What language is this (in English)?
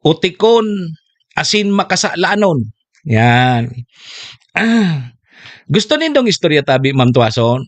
Bikol